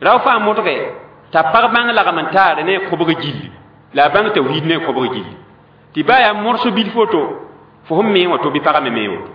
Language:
Mossi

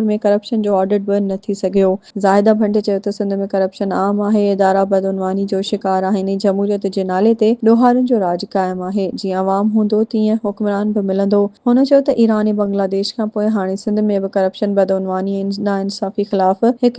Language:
Sindhi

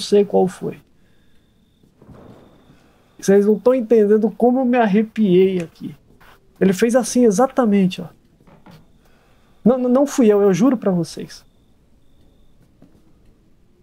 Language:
Portuguese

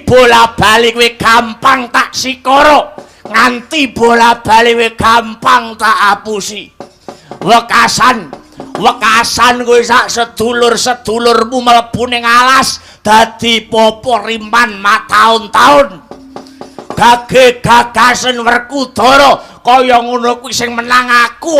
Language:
Javanese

